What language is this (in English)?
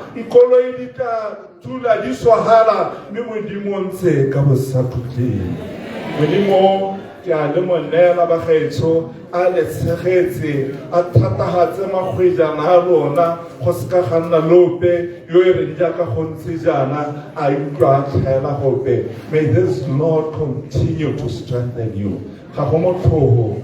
Tswana